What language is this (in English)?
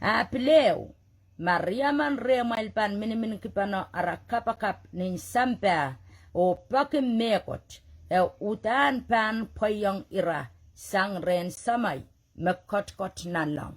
Pohnpeian